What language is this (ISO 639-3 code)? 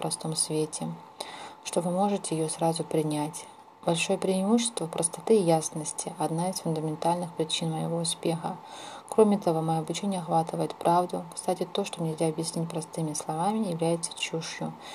rus